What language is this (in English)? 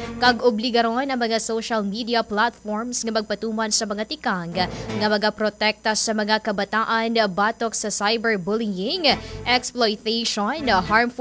Hiligaynon